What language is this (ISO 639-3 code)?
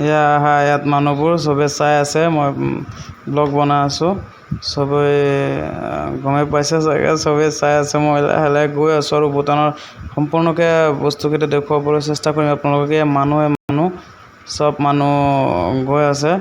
asm